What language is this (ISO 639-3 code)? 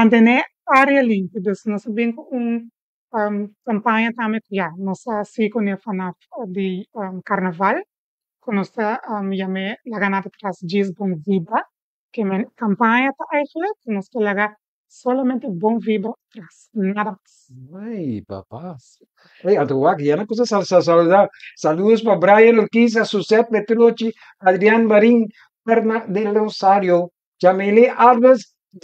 pap